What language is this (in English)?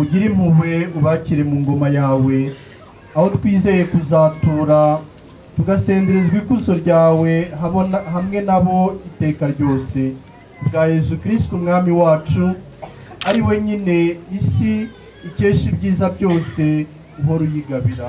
Kinyarwanda